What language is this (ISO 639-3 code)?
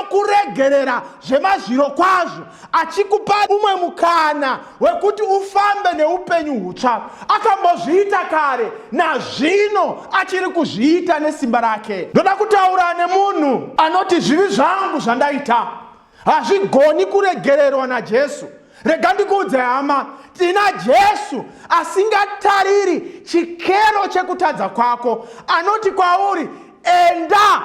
sna